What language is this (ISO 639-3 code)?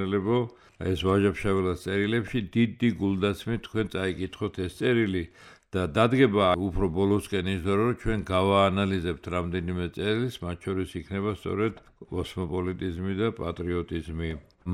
kat